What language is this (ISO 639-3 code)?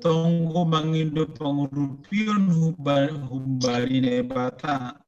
bts